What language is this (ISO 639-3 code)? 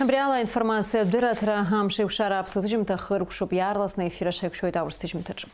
abk